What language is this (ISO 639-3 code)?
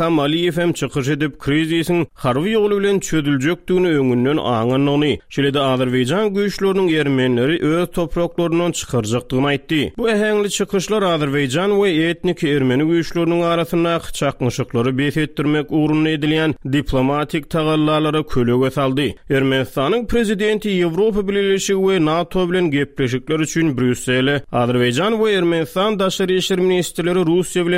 tuk